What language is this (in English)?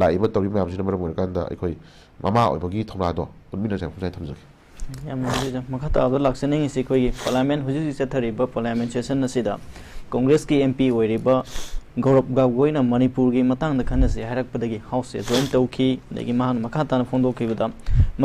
Manipuri